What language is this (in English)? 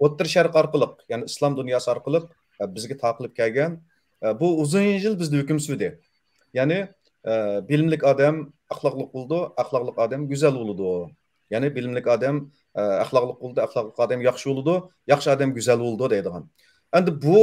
Uyghur